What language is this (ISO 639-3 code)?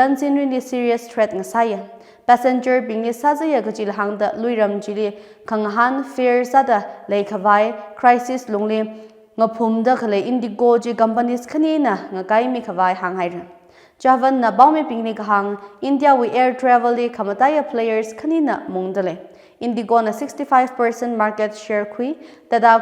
nmf